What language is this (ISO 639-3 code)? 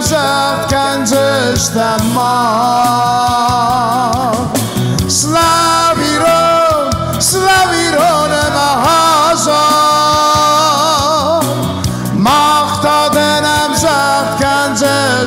oss